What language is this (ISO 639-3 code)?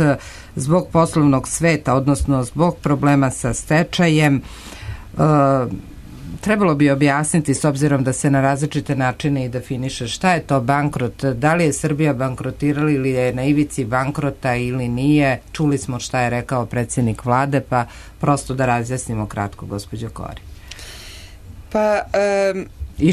srp